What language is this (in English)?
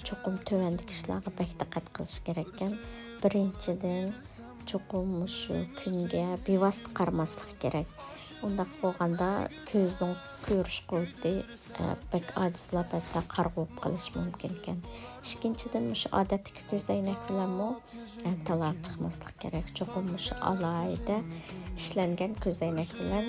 Uyghur